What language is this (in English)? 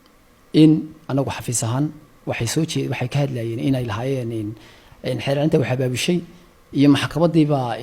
Somali